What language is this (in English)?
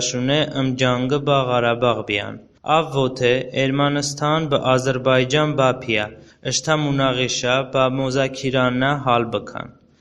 Talysh